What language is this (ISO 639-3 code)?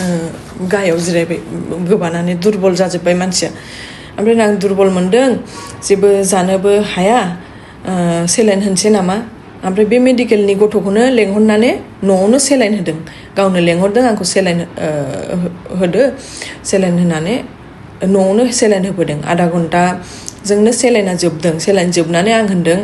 brx